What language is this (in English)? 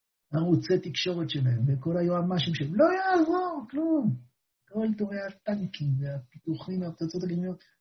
Hebrew